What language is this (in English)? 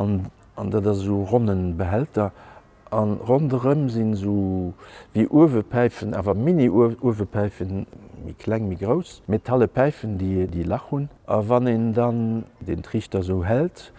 Luxembourgish